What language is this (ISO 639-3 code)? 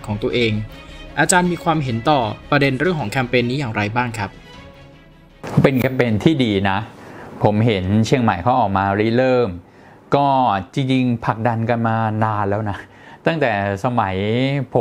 tha